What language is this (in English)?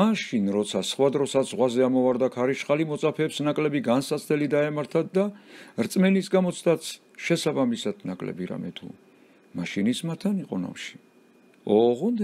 Georgian